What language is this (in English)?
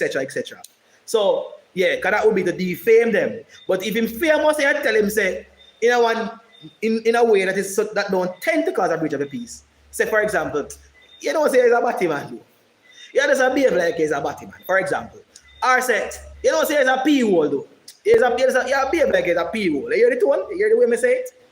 Jamaican Creole English